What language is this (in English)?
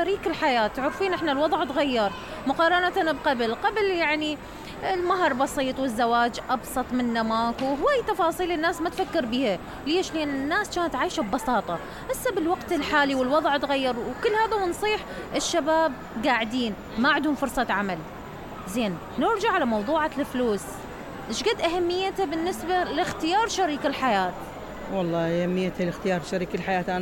Mesopotamian Arabic